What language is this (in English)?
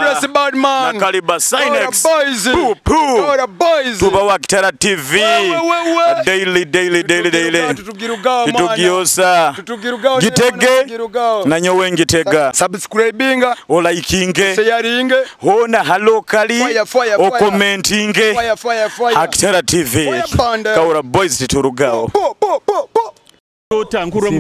Nyoro